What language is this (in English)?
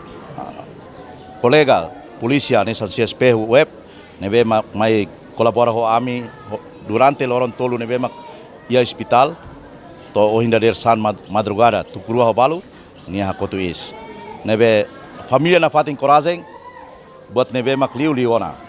Tetum